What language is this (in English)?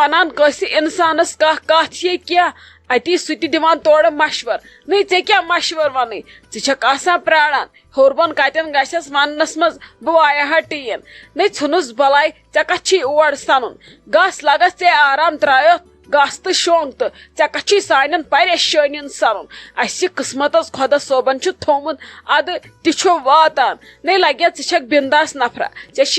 Kashmiri